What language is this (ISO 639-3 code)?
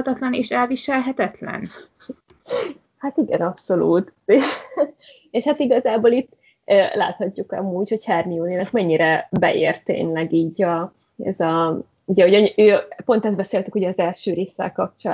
hun